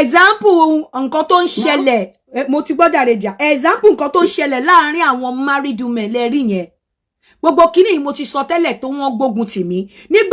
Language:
Yoruba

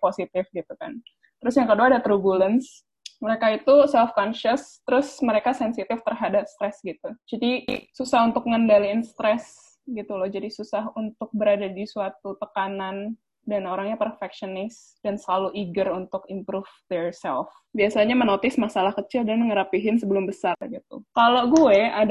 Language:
Indonesian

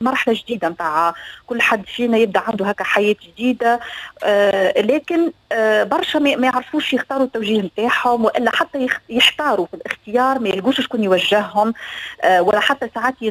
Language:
Tunisian Arabic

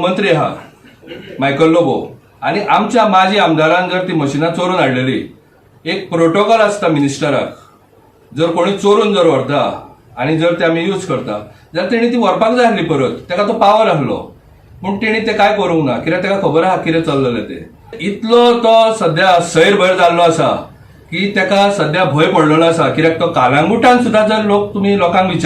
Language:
Konkani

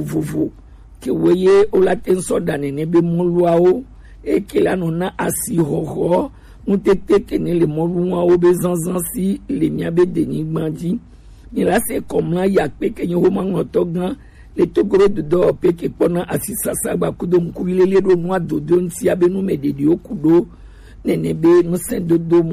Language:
Gen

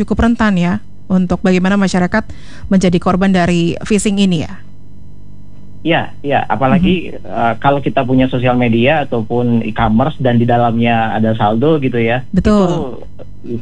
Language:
Indonesian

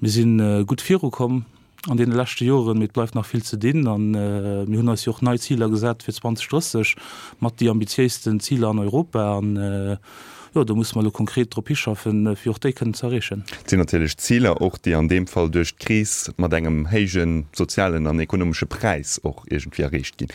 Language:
Luxembourgish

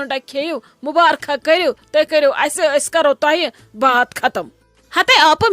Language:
Kashmiri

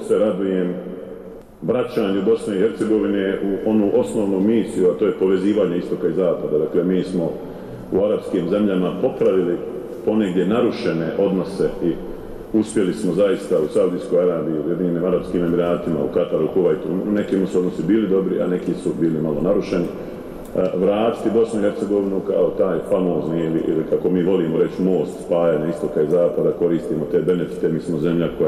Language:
Bosnian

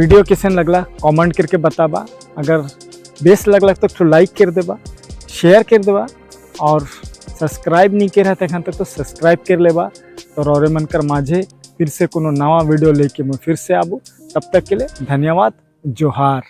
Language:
Sadri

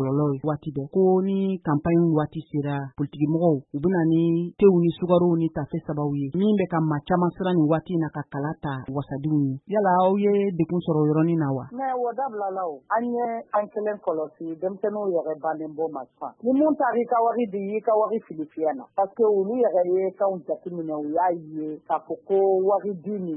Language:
Bambara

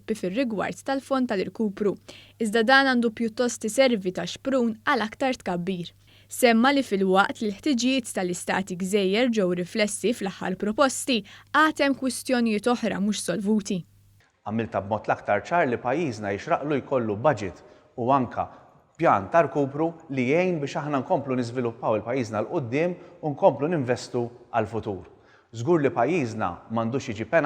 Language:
Maltese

